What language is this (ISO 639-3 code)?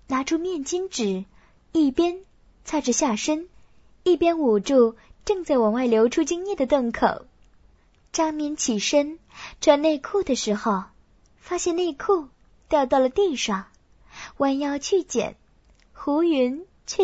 zho